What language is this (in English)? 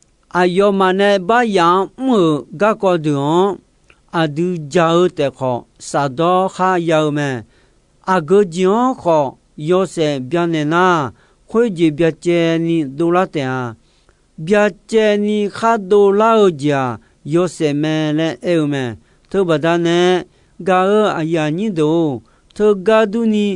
Akha